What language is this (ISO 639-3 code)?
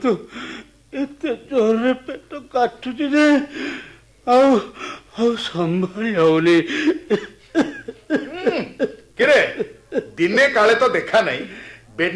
ori